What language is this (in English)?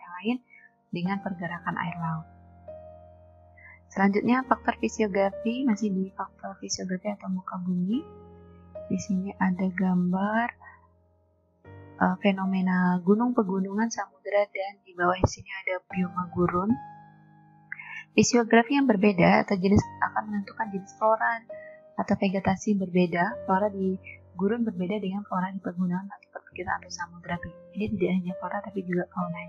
Indonesian